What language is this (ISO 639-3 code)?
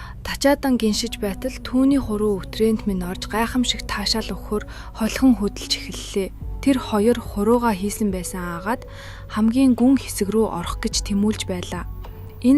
mon